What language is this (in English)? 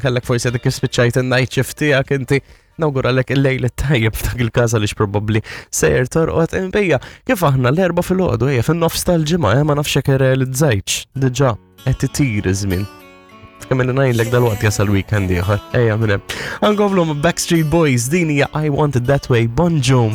Maltese